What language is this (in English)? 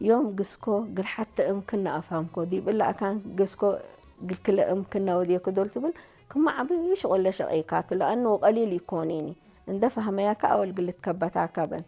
Tigre